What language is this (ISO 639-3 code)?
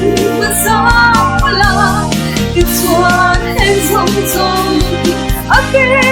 hmr